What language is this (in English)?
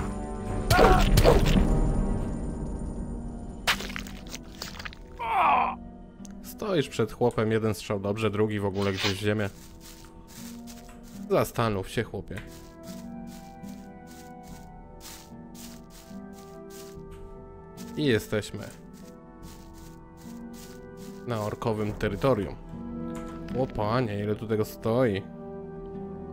Polish